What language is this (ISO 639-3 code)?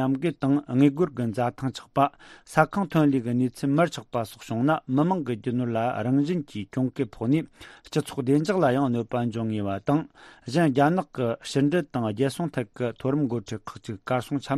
bod